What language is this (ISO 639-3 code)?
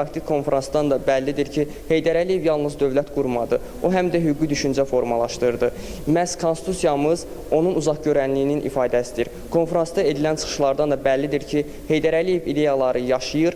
aze